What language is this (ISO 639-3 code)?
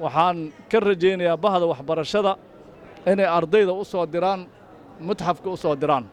som